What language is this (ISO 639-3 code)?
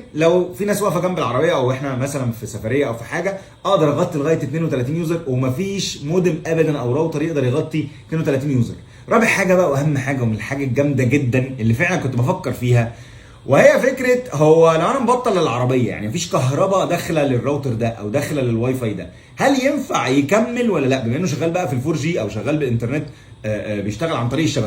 arz